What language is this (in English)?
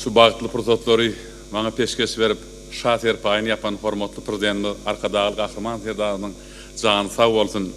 Turkmen